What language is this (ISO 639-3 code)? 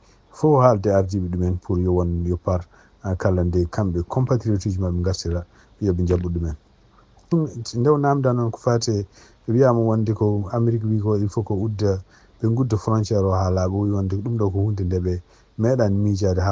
ful